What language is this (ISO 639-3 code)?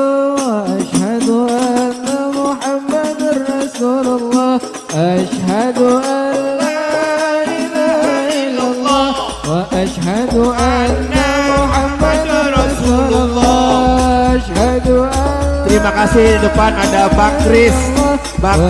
bew